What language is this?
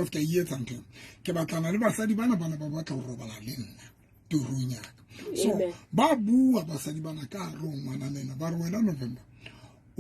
Southern Sotho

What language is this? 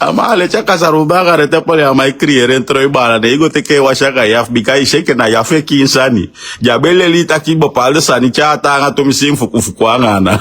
Sranan Tongo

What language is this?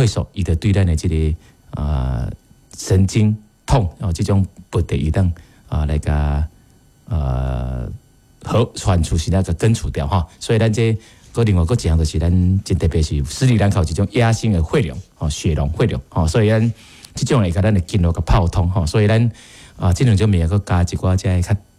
Min Nan Chinese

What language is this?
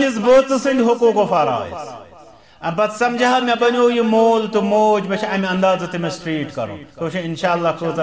Kashmiri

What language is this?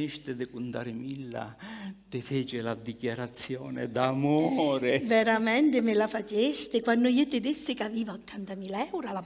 Sicilian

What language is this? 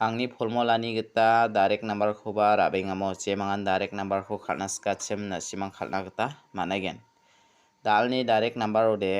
Garo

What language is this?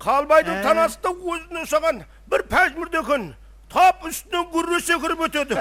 Kara-Kalpak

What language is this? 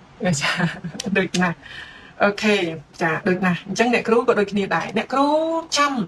Khmer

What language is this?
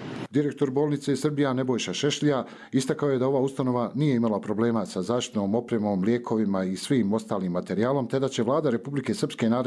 Croatian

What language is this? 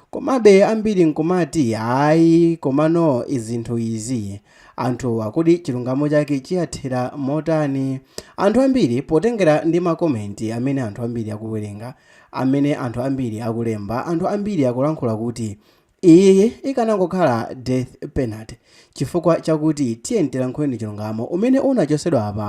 Nyanja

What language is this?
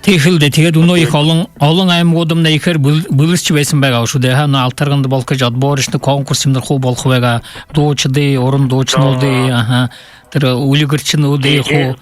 Buriat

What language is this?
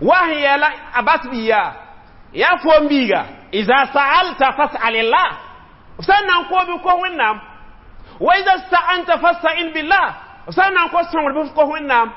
Mossi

